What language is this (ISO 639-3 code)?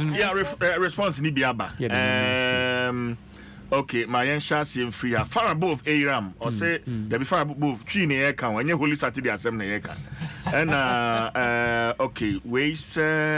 aka